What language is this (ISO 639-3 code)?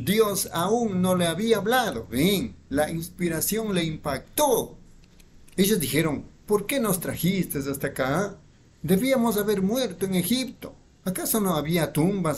spa